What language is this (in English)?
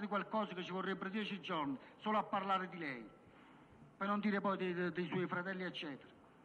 Italian